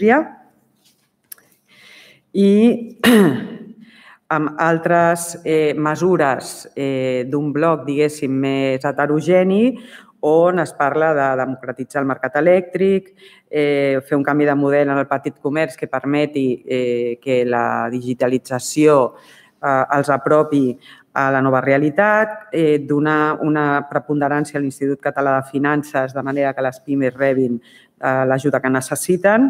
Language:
Catalan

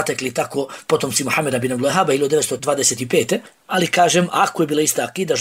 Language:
Bosnian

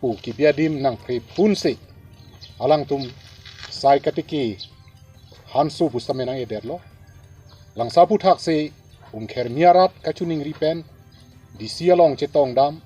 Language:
Karbi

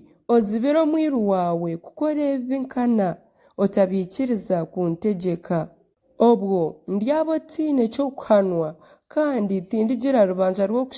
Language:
Nyankole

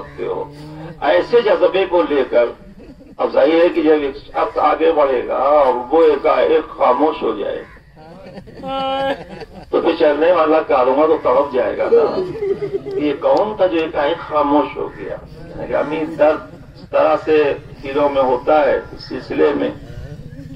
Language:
Urdu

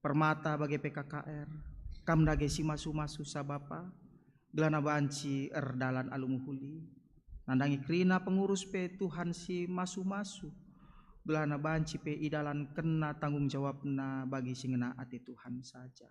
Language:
Batak Karo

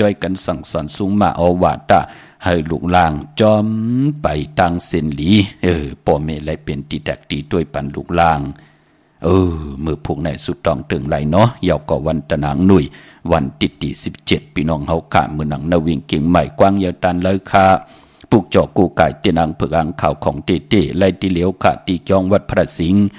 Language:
Shan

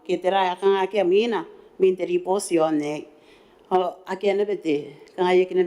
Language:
Gilbertese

